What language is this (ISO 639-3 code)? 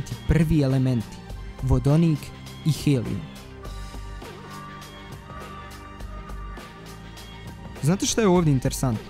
bos